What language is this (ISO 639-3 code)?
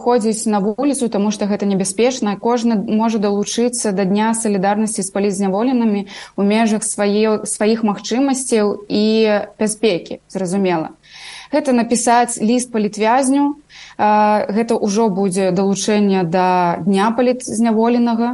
bel